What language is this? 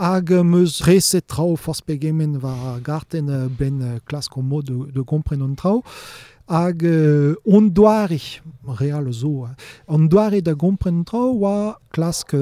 Breton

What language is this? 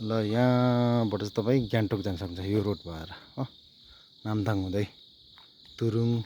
Nepali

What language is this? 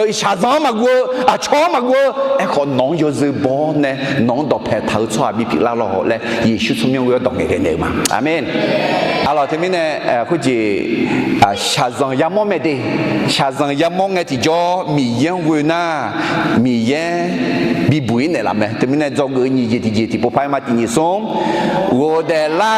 Akha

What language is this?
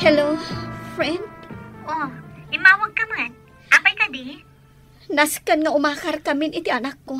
Iloko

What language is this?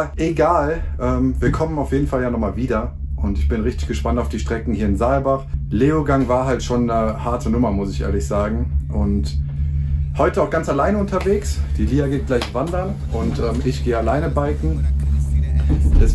German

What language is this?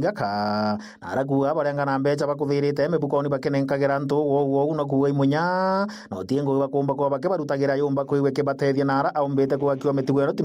Meru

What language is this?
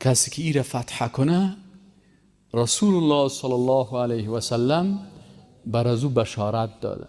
Persian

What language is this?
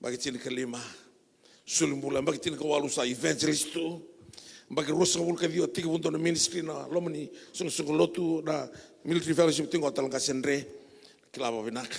Fijian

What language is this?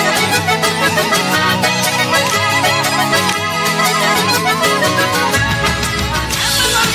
Basque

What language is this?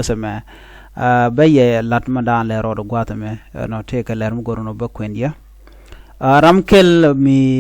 Nuer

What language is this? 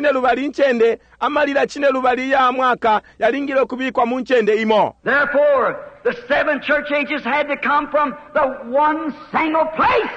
Bemba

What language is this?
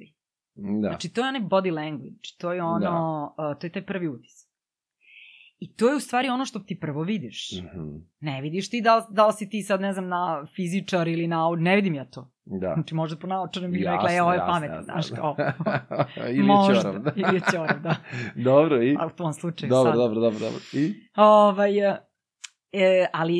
Serbian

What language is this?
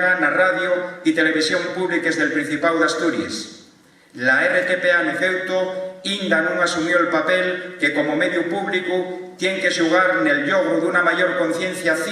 Asturian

